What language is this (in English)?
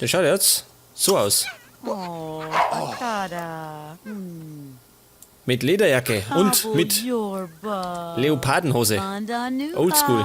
Bavarian